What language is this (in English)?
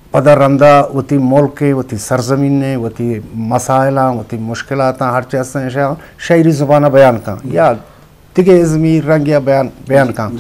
Eastern Balochi